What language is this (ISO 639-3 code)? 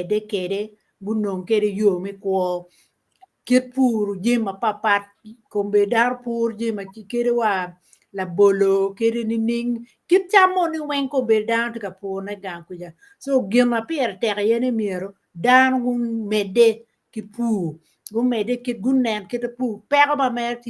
ach